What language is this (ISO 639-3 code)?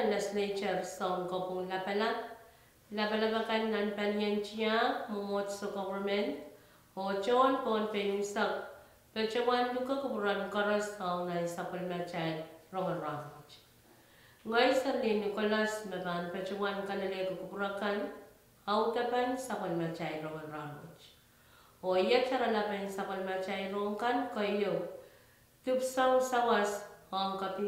pon